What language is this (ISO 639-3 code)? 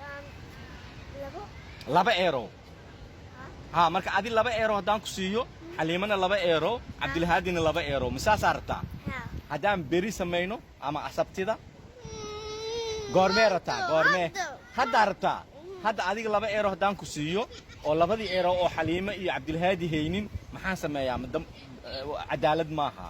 som